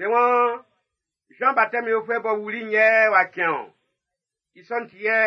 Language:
Baoulé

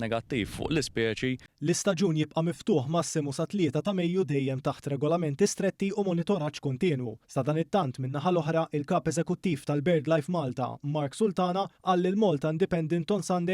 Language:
Maltese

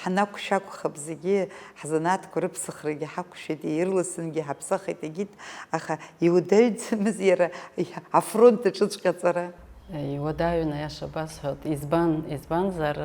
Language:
Abkhazian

